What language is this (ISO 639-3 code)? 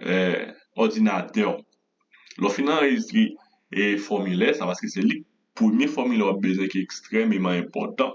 hat